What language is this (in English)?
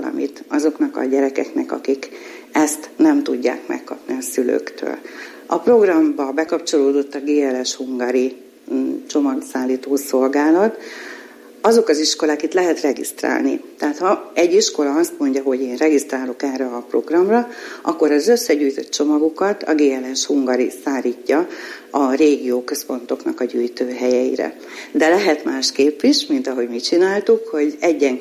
Hungarian